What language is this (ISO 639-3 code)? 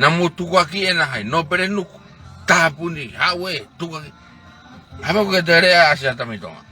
ton